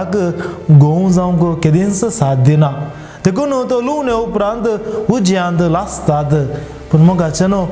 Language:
Konkani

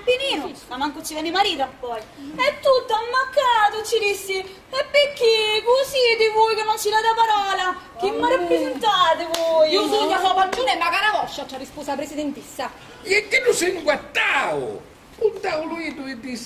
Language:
Sicilian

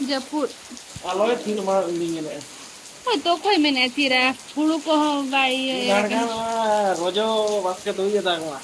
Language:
Santali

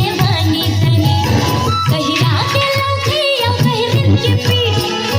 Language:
Chhattisgarhi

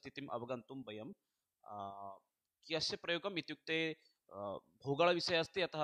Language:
Sanskrit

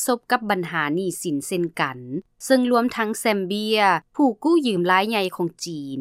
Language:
Lao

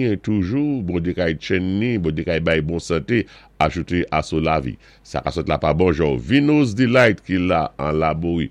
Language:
Saint Lucian Creole French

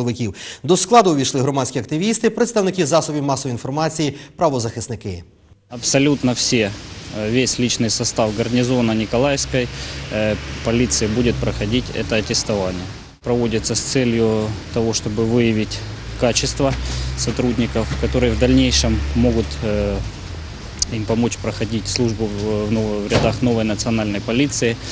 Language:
Ukrainian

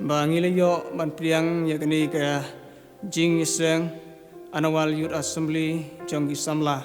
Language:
Khasi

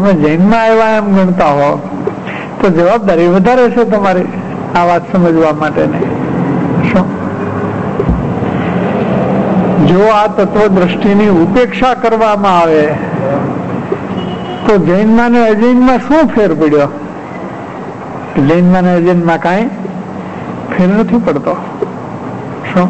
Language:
Gujarati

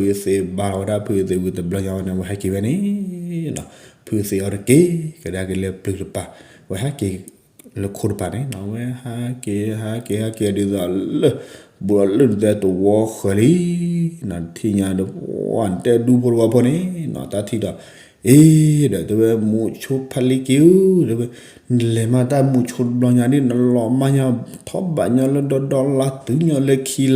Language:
S'gaw Karen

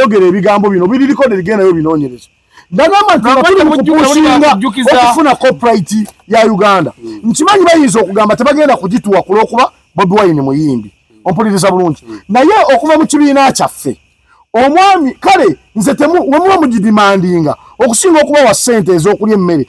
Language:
Ganda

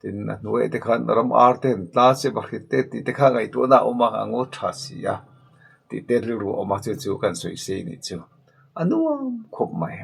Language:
Mizo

